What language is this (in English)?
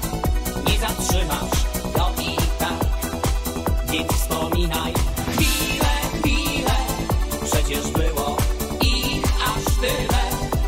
Polish